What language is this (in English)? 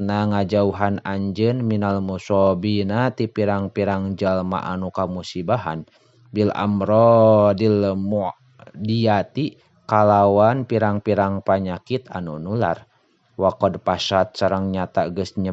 Sundanese